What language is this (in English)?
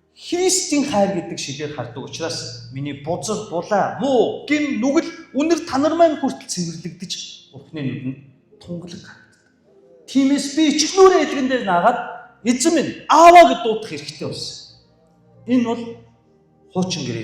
Mongolian